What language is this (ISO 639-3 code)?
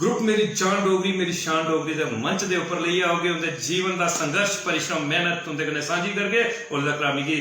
doi